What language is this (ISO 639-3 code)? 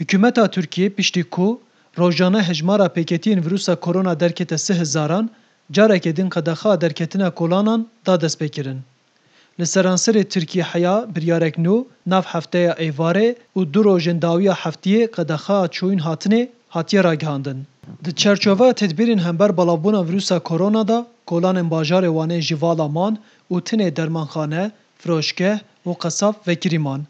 kur